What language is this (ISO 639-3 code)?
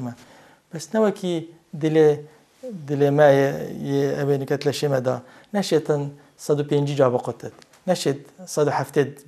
kur